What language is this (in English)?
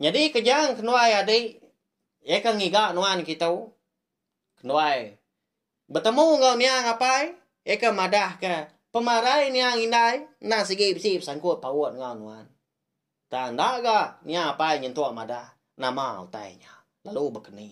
Iban